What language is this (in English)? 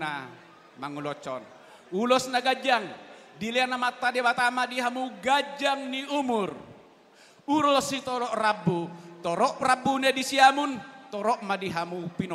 Batak Toba